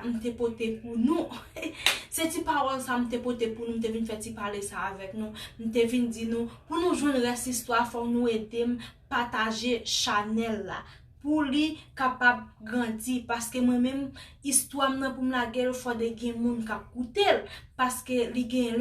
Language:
Haitian Creole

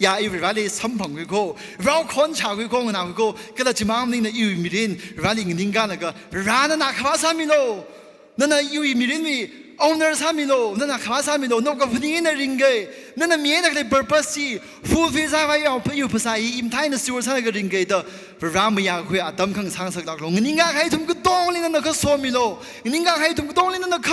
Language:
Tangkhul Naga (India)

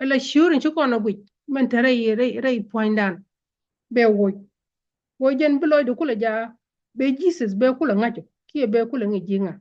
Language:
Nuer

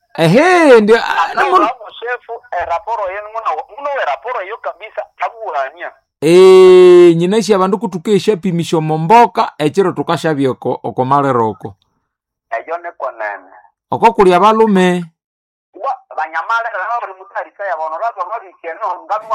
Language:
Nande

